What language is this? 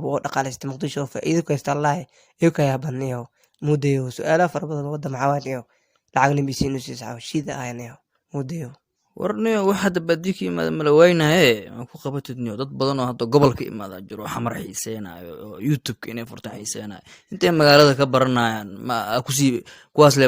Somali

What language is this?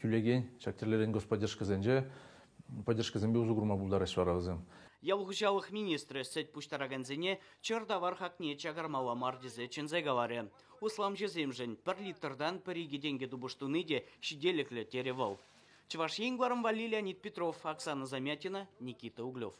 Chuvash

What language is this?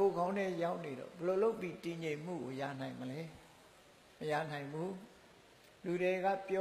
Burmese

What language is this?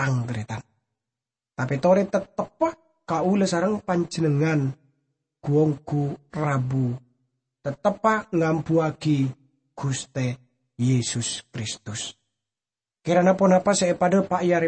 Madurese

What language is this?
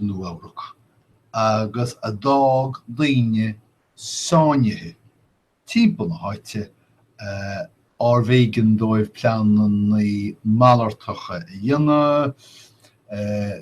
Irish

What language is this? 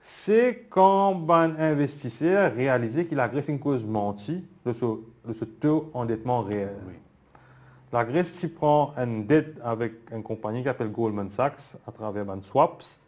Morisyen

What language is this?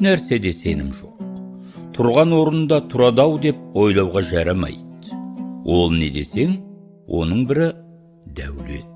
Kazakh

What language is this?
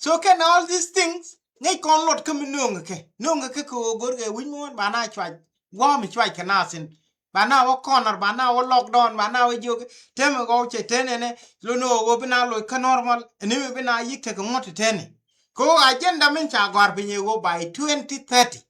Nuer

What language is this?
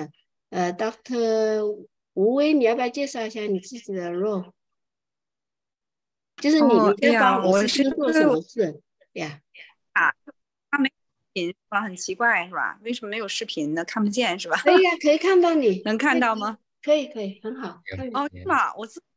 Chinese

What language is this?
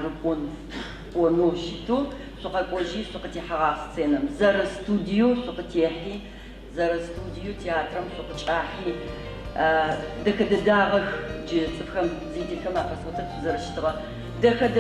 Adyghe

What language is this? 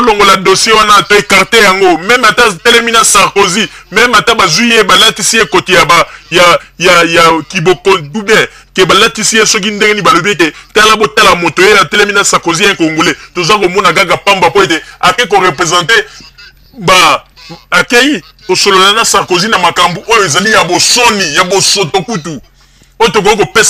Lingala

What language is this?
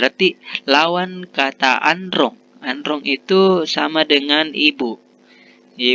Makasar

